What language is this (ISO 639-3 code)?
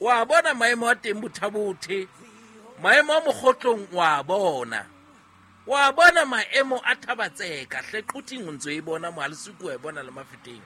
sot